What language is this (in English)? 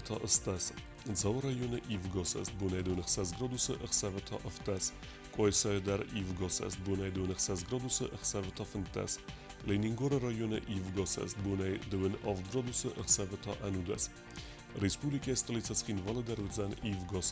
Ossetic